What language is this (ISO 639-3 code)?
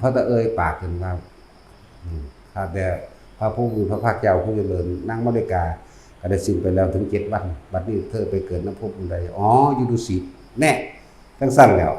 tts